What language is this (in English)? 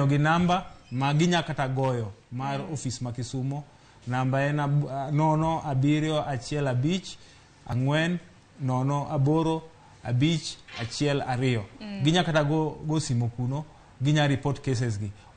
Luo (Kenya and Tanzania)